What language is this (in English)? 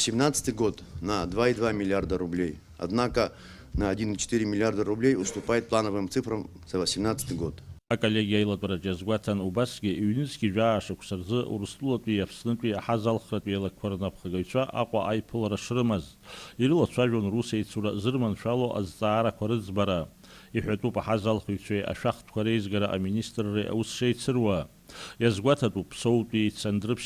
Abkhazian